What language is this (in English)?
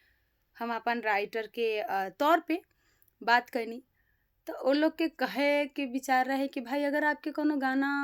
Bhojpuri